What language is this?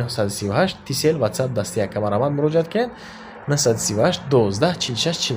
Tajik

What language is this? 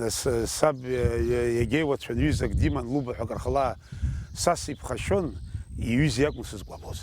Abkhazian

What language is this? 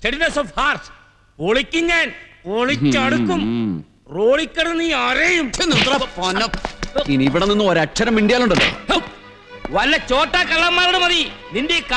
Malayalam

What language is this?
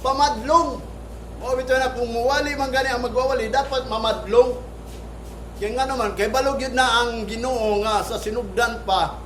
Cebuano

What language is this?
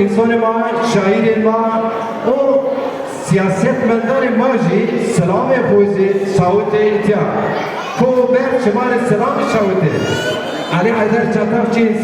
Zaza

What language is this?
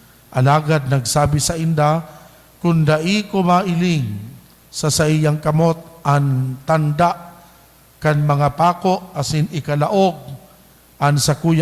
Bikol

